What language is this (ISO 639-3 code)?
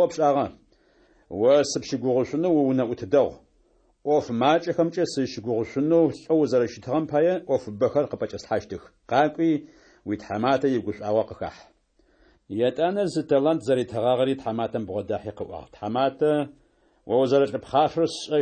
ady